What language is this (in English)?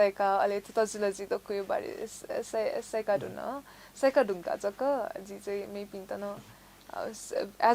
Newari